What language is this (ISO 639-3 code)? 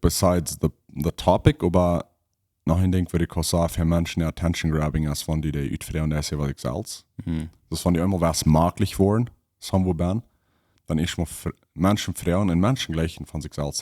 pdt